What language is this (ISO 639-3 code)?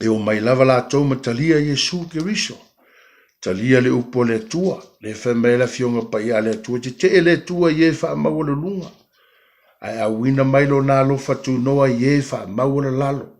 smo